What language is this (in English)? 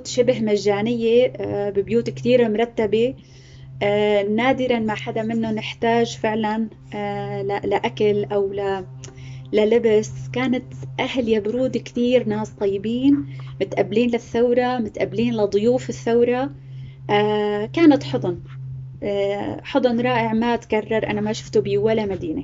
North Levantine Arabic